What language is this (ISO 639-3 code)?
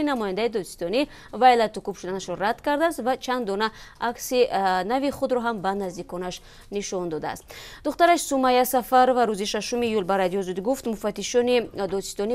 tgk